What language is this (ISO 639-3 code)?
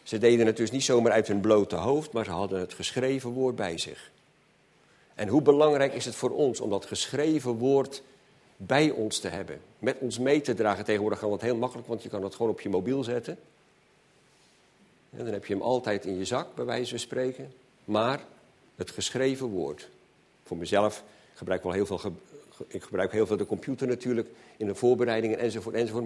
nld